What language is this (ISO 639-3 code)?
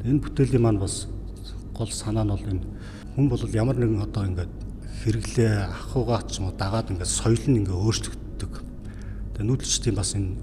mon